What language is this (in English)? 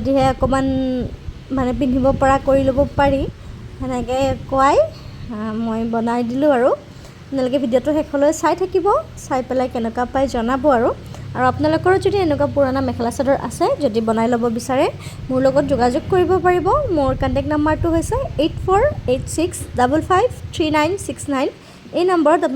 Assamese